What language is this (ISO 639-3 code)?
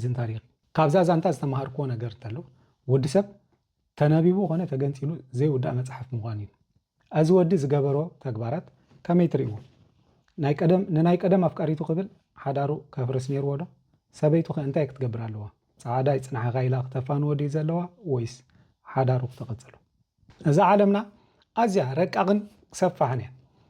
tir